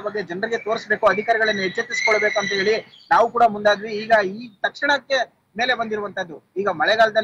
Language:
Kannada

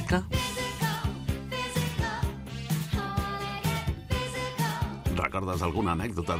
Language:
Catalan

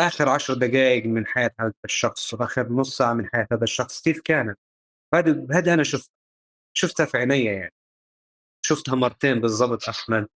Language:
North Levantine Arabic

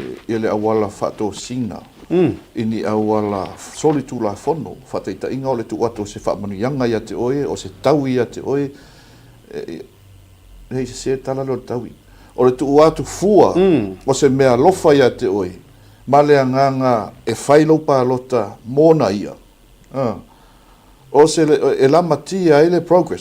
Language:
Samoan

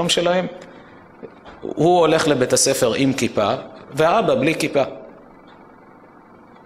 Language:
Hebrew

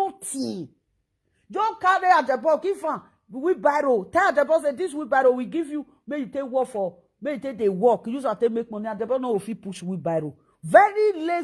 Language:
Nigerian Pidgin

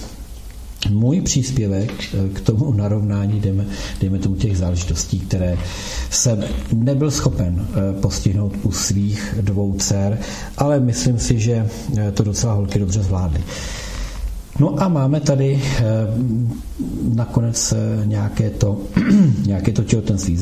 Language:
Czech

